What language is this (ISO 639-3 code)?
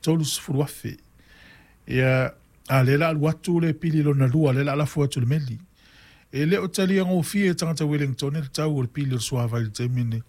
smo